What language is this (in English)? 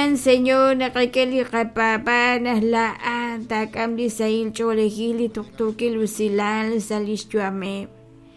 Kekchí